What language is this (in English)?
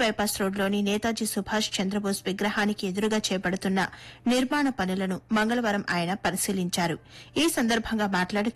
Telugu